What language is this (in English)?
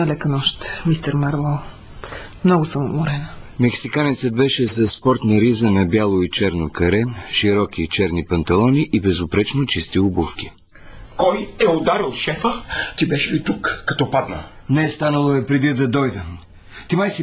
Bulgarian